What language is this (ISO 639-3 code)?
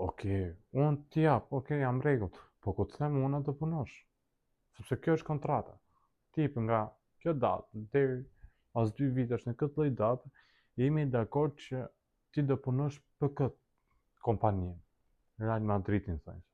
sqi